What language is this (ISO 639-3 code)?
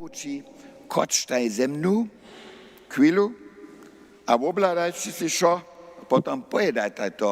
hsb